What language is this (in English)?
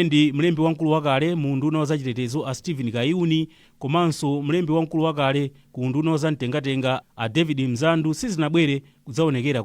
Nyanja